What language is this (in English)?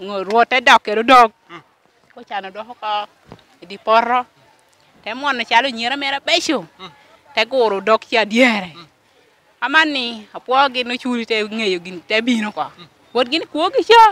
Lango (Uganda)